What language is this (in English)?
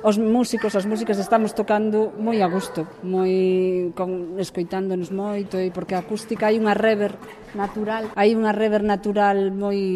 Galician